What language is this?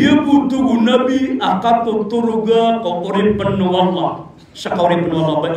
Maranao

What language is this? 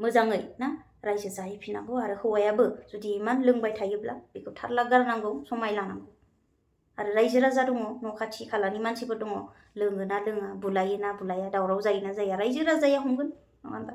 Bodo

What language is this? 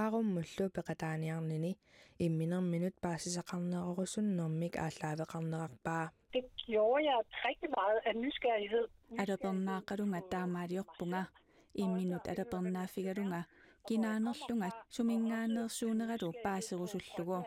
Kalaallisut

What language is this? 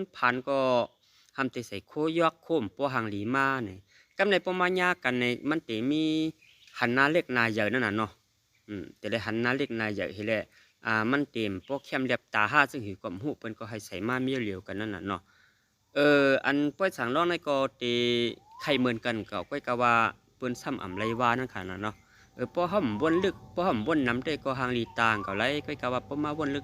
Shan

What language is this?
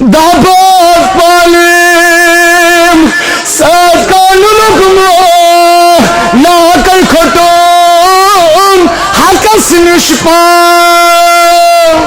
Kashmiri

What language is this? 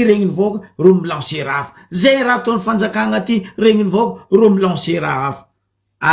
Malagasy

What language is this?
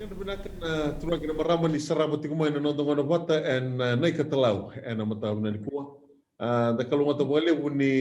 Fijian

